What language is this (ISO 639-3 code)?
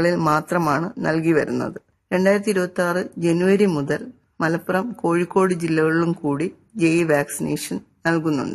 mal